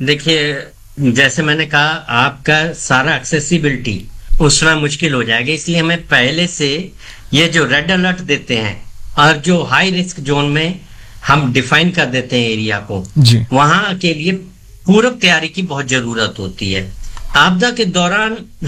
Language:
Hindi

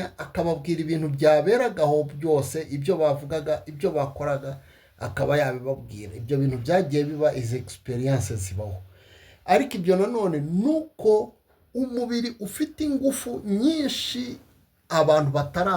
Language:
Kinyarwanda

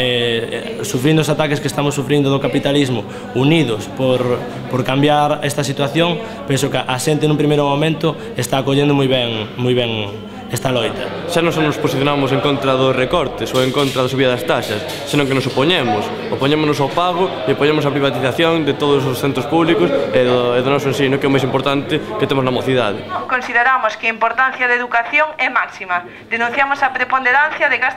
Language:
Galician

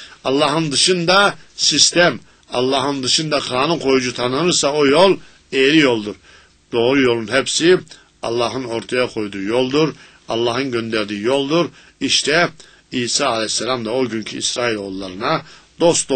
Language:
Turkish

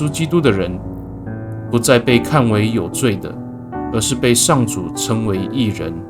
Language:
Amis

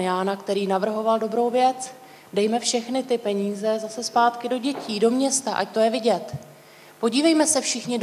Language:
Czech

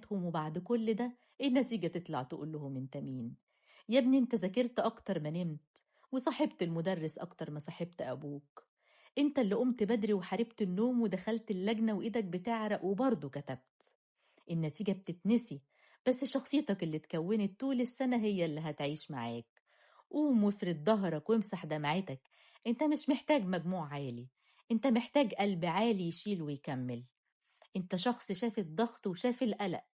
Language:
Egyptian Arabic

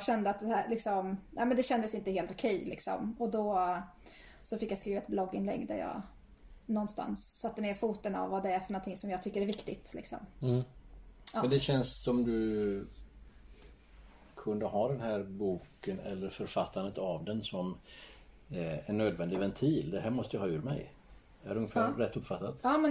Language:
Swedish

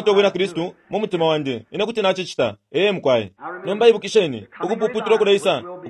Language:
Bemba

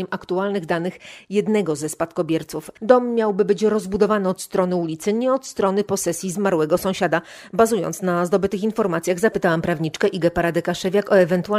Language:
Polish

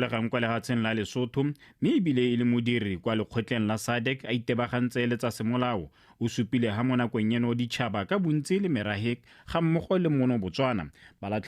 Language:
Tswana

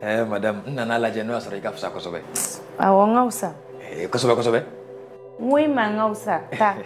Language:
Bambara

